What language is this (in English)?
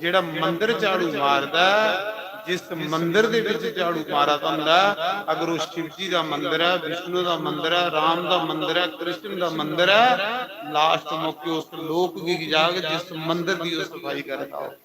Dogri